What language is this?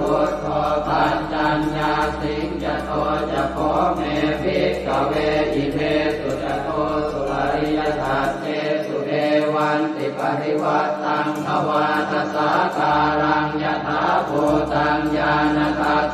Pali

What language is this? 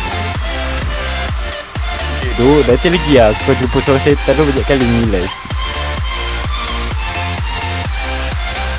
Malay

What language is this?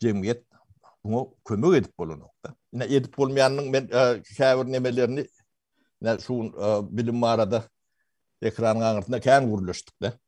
Turkmen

